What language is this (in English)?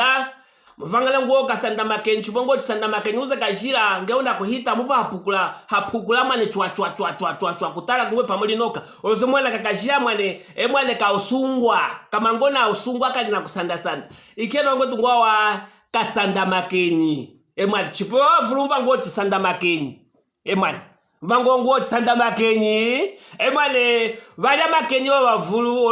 Luvale